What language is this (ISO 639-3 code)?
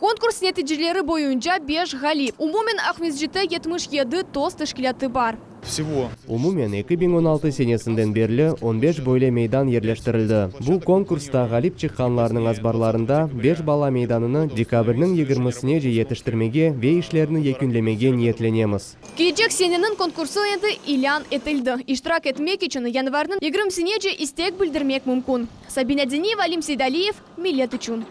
crh